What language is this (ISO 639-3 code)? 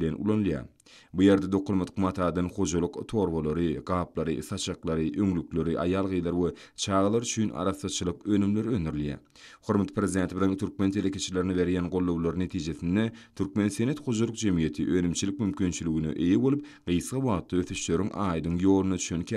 tuk